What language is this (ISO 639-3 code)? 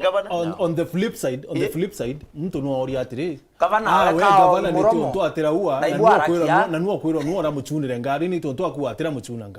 mer